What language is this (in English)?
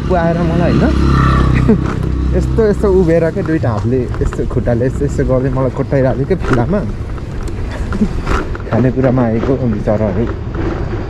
Nepali